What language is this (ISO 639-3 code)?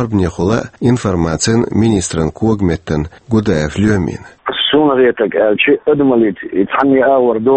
che